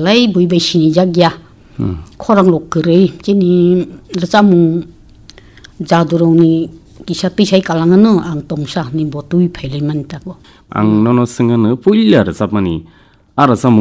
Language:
Kok Borok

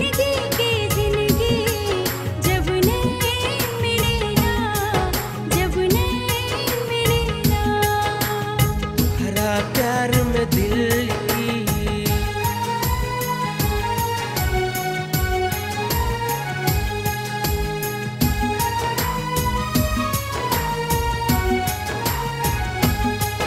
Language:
Bhojpuri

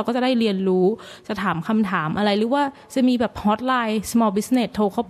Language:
Thai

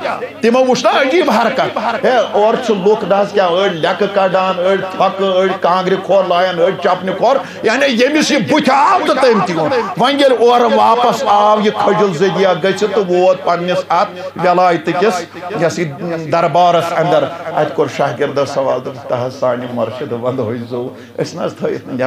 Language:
Kashmiri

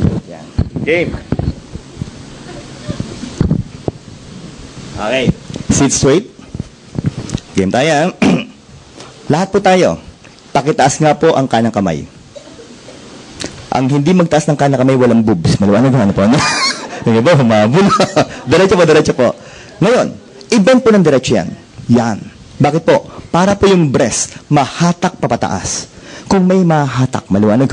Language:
Filipino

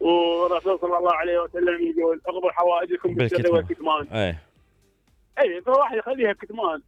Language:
Mesopotamian Arabic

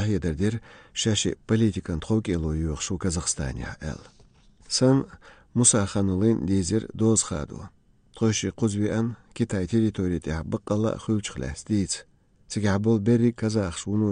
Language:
Chechen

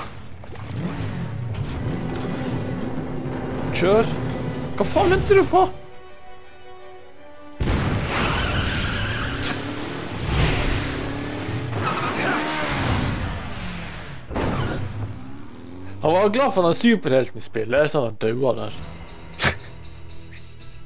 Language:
Norwegian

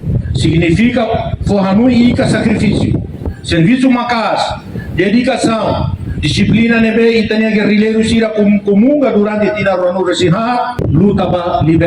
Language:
Tetum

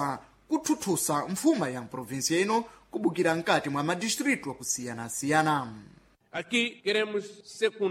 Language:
Sena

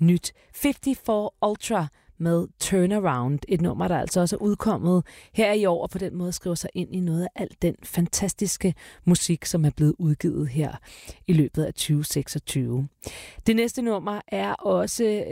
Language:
Danish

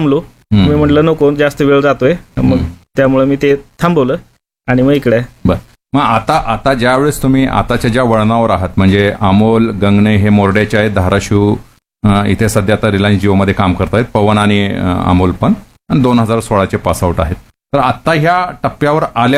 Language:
Marathi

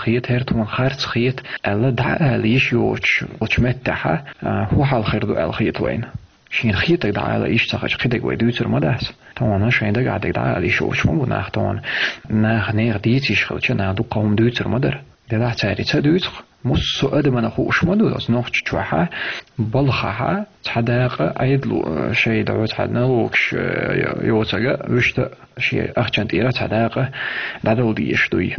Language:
Chechen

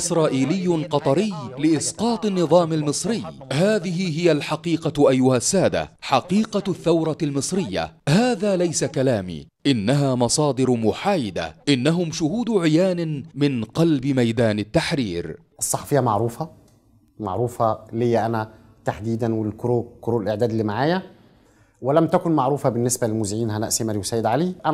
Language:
Egyptian Arabic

